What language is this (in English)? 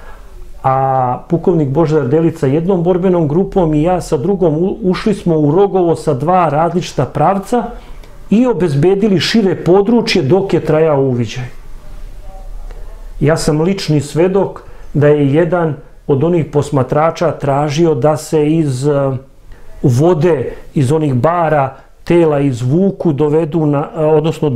Serbian